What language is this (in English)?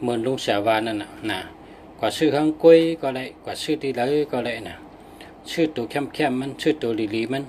Shan